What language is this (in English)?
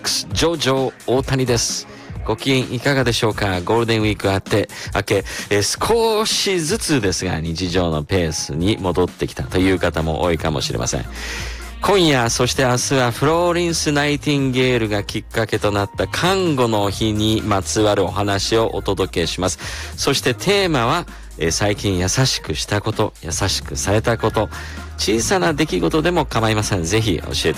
Japanese